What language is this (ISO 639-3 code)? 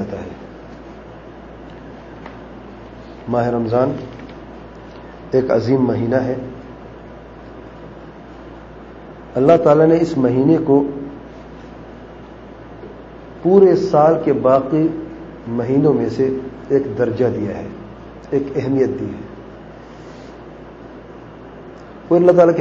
urd